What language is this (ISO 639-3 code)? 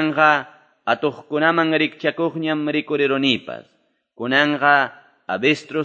que